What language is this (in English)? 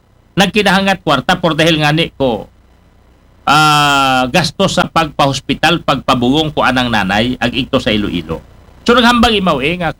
Aklanon